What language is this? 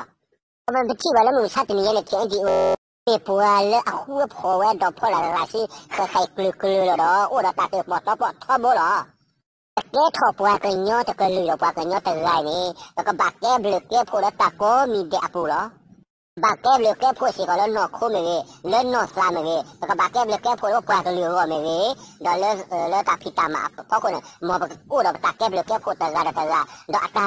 S'gaw Karen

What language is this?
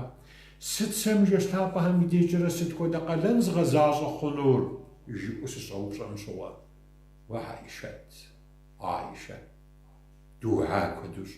Kabardian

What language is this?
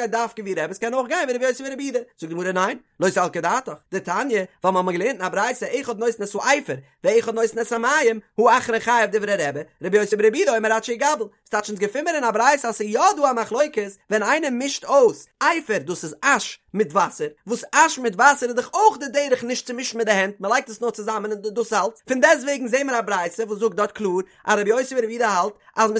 Yiddish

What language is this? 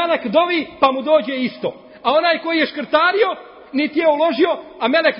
Bosnian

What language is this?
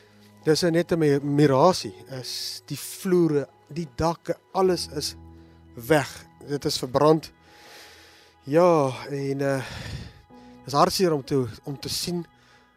Afrikaans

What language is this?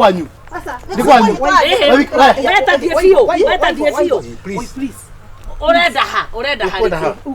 Kikuyu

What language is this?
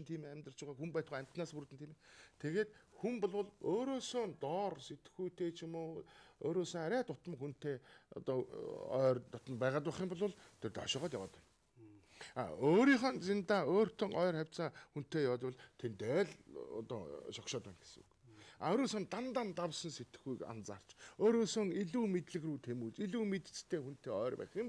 Mongolian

